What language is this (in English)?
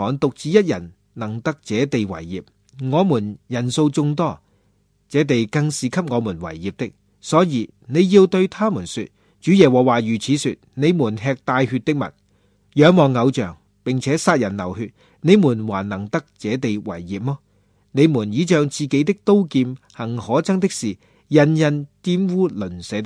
Cantonese